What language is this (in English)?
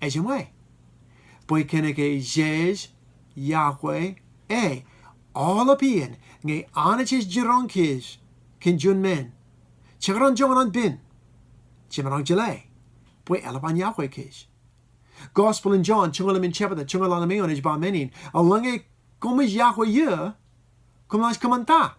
Marshallese